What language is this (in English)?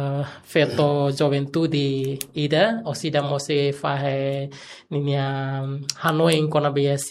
Tetum